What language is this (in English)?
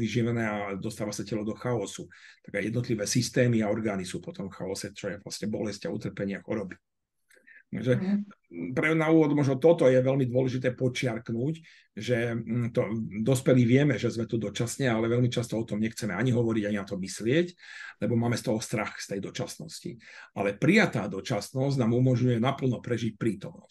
Slovak